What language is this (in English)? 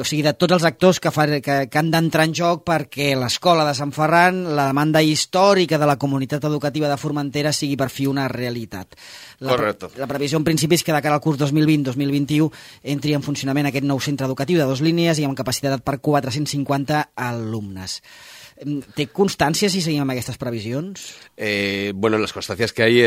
Catalan